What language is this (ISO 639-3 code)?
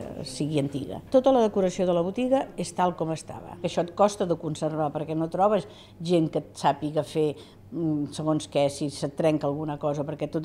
cat